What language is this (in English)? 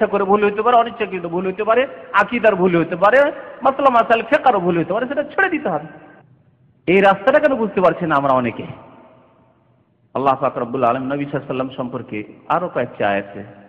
Bangla